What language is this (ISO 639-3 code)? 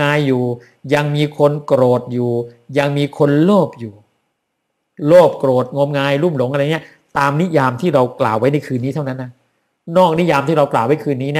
tha